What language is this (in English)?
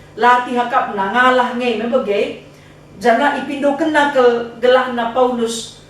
Batak Karo